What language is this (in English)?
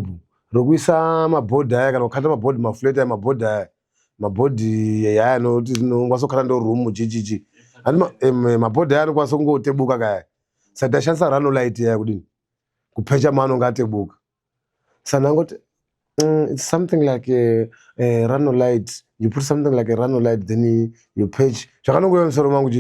Shona